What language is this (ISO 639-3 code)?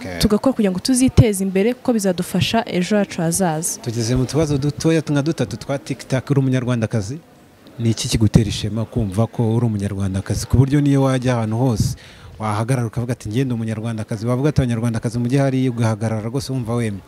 kin